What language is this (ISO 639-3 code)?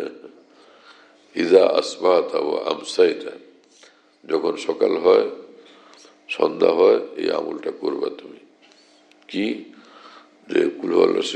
ben